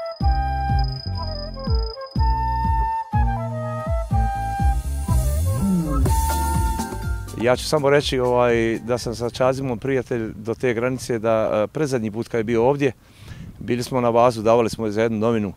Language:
Bosnian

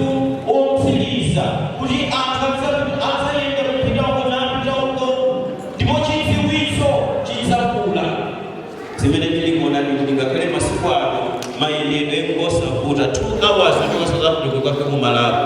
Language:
Nyanja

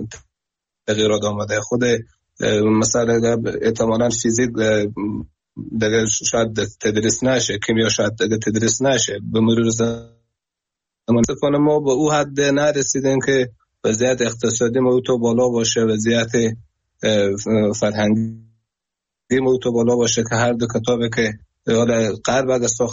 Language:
Persian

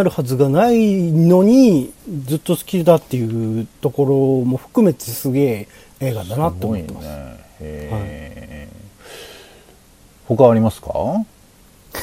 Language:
Japanese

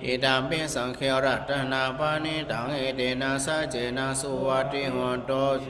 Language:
Pali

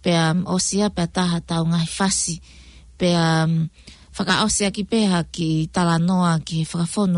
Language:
Tongan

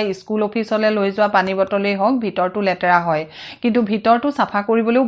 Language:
Assamese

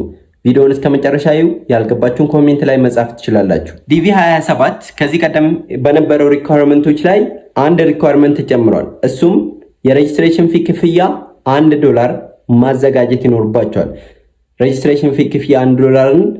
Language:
Amharic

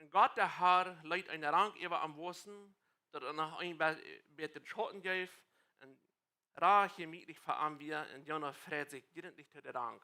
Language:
Plautdietsch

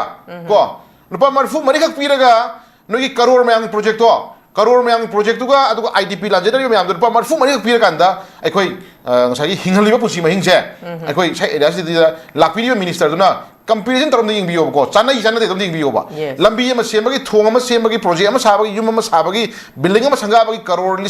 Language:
Manipuri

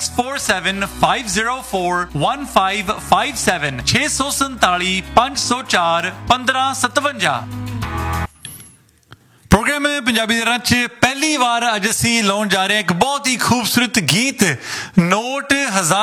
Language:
Punjabi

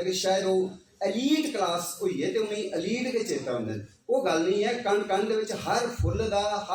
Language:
Dogri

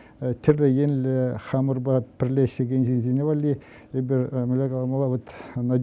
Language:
Chuvash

